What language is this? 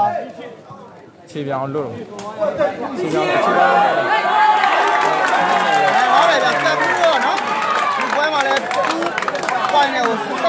Burmese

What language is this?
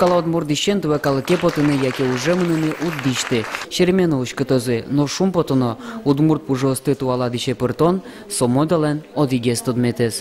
Udmurt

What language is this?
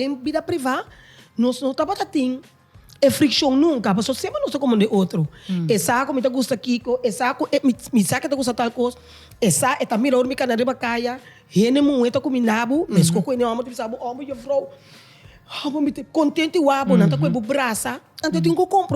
Papiamento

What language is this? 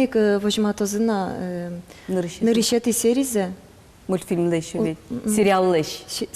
Udmurt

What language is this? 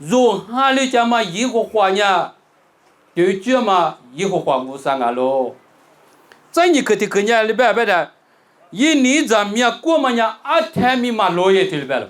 Lisu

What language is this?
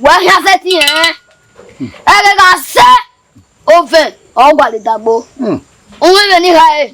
Bini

